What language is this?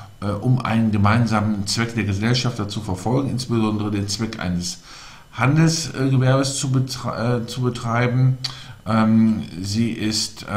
German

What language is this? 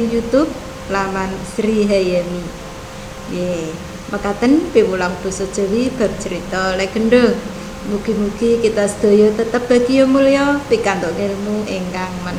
Javanese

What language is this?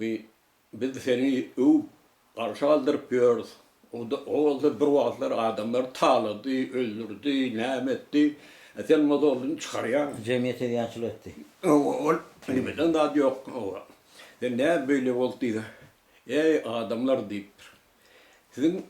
Turkmen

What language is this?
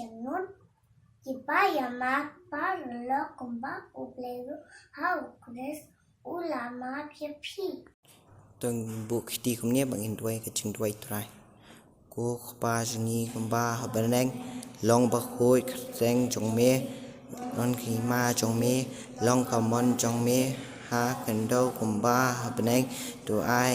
Khasi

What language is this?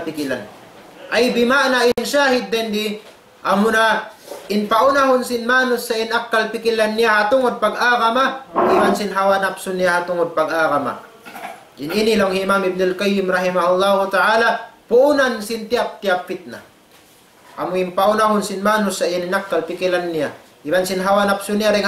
Tausug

